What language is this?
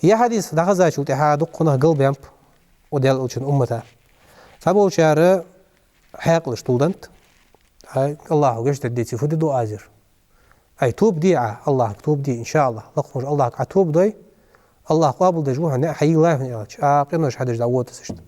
Ingush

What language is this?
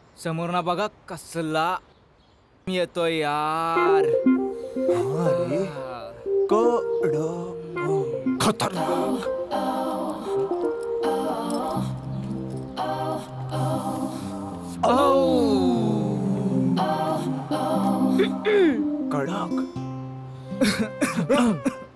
Marathi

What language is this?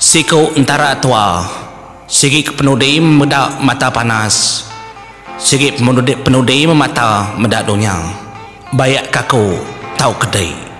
Iban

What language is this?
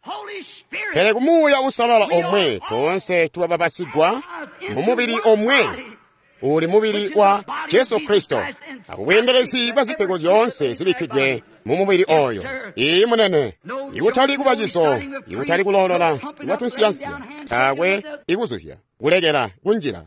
Tonga (Zambia)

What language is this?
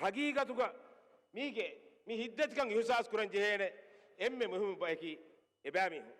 Divehi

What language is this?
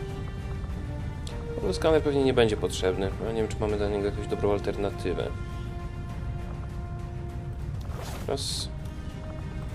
Polish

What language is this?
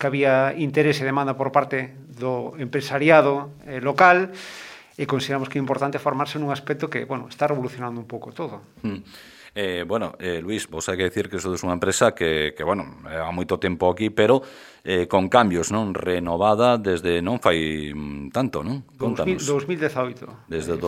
Galician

